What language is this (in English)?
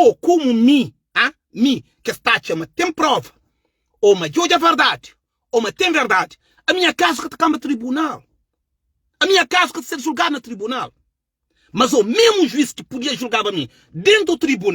Kabuverdianu